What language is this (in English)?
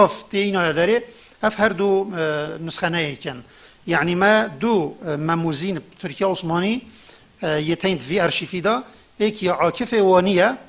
Kurdish